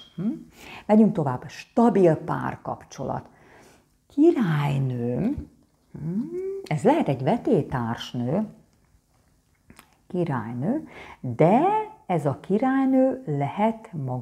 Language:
Hungarian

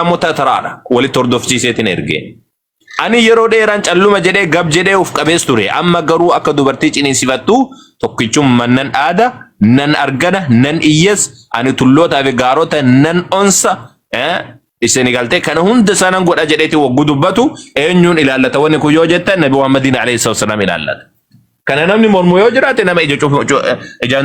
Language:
Oromo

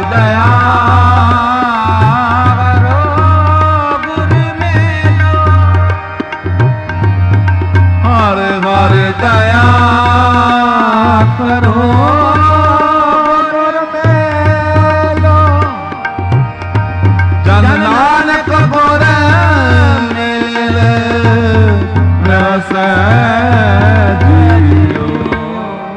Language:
Punjabi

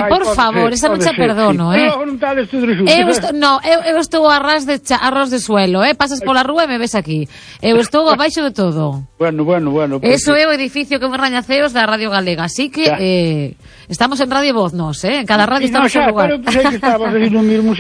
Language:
Galician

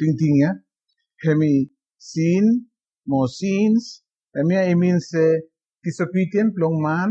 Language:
Bislama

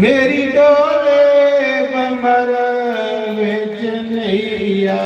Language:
Dogri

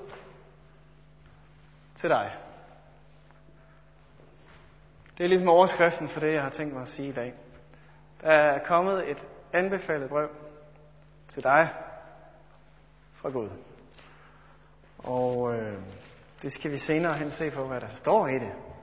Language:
Danish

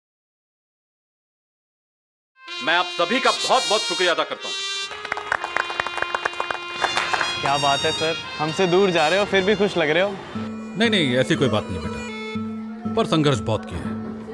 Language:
Hindi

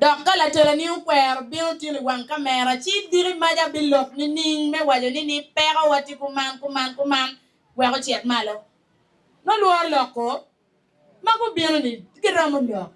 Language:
Acoli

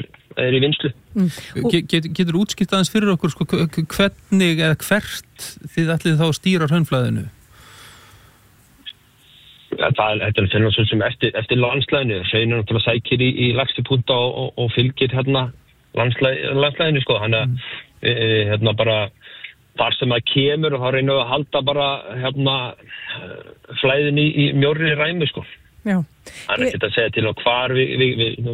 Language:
Icelandic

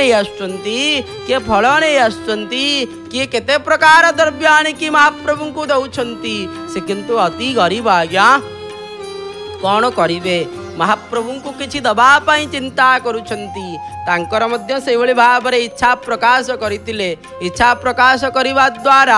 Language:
Odia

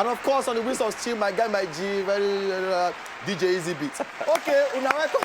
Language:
Nigerian Pidgin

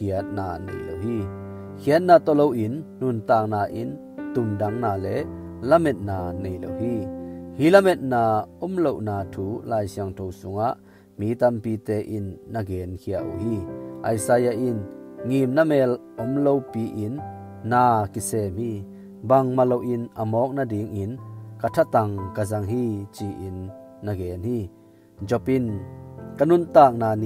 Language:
Tedim Chin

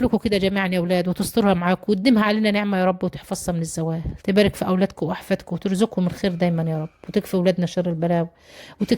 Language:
Egyptian Arabic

